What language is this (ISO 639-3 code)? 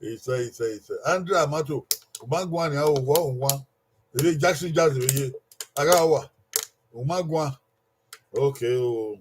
bin